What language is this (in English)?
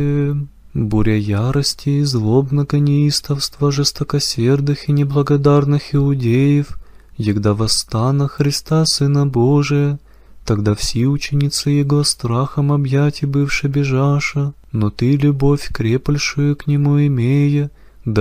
Church Slavic